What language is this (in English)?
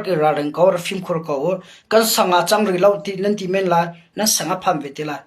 Hakha Chin